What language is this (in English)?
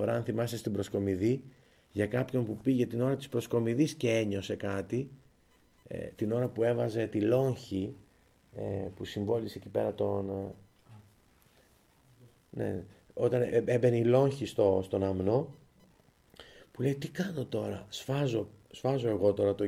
Greek